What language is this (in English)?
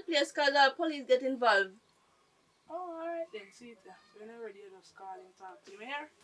Jamaican Creole English